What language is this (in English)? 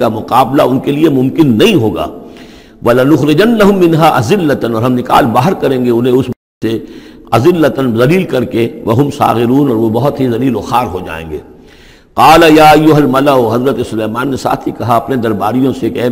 Urdu